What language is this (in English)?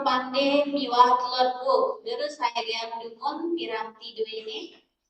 Balinese